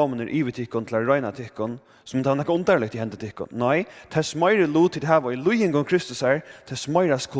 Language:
Faroese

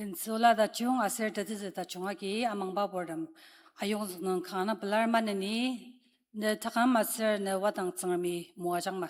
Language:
Ao Naga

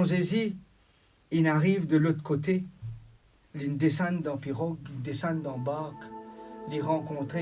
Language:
Morisyen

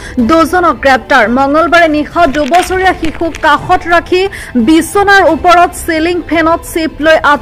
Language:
Assamese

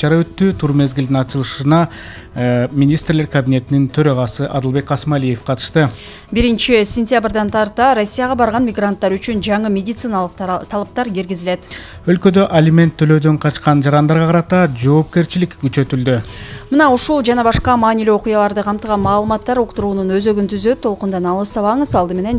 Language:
Kyrgyz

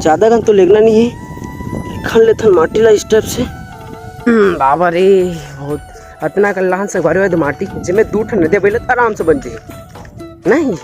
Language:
Chhattisgarhi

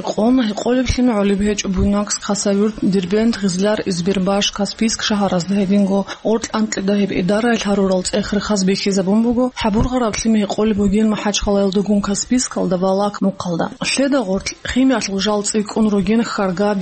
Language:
Avaric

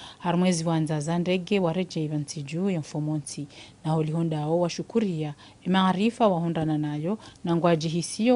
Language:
Ngazidja Comorian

